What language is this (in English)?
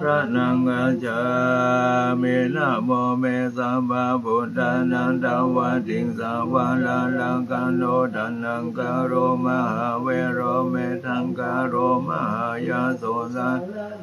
Pali